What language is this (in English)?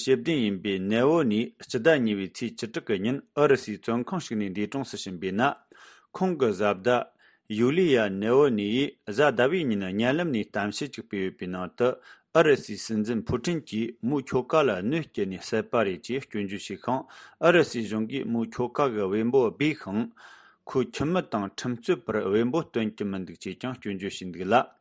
Tibetan